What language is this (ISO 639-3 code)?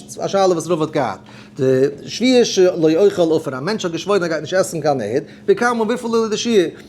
yid